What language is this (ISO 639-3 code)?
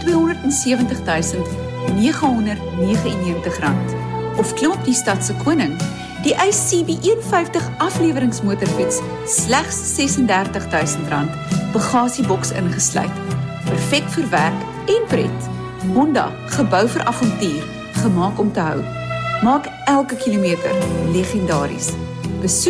afr